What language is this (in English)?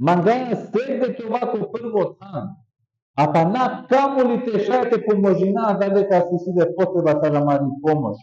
Balkan Romani